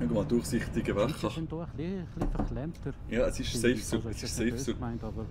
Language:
Swiss German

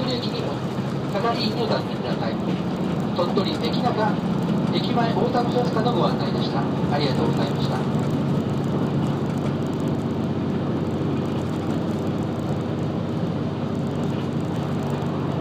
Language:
Japanese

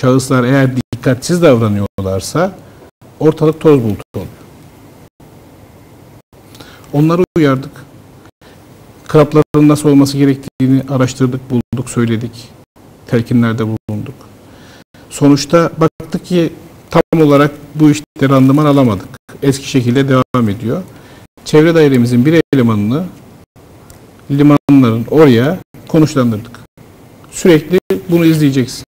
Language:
Turkish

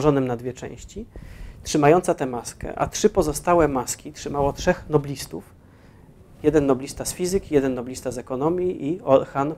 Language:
Polish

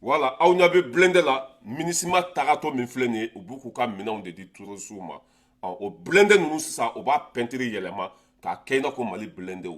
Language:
Bambara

